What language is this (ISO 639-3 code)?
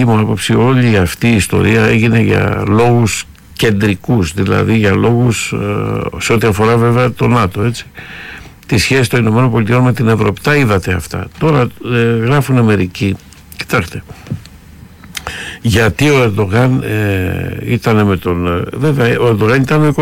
ell